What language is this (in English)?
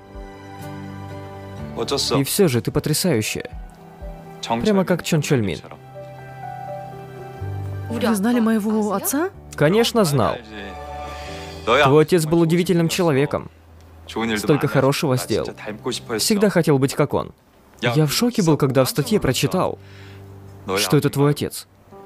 Russian